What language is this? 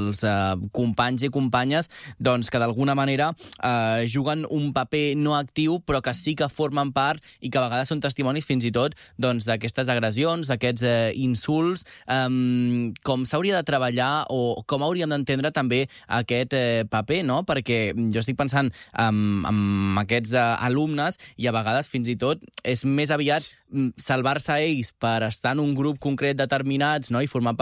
Catalan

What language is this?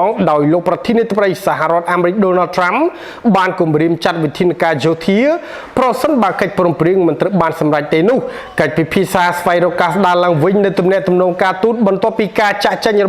Khmer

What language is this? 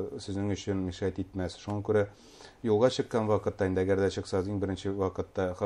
Bashkir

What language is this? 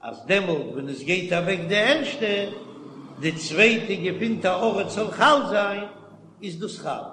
Yiddish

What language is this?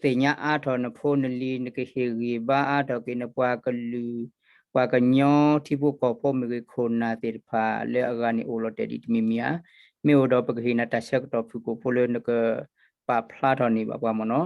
S'gaw Karen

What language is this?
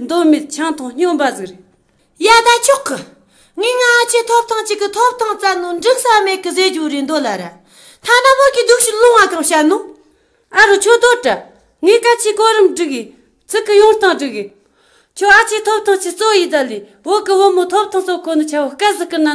Amdo Tibetan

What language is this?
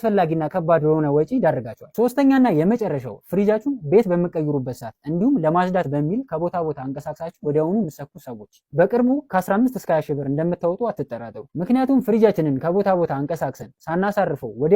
Amharic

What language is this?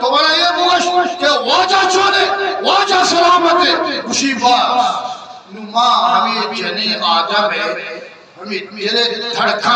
Eastern Balochi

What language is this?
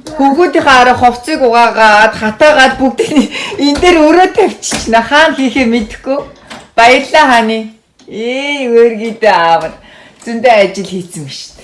Mongolian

